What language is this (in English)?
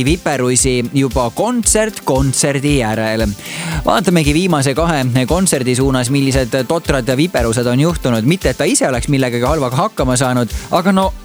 Estonian